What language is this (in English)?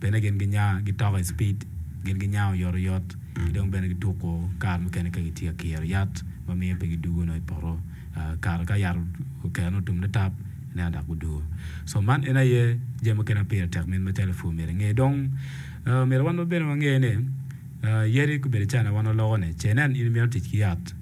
Acoli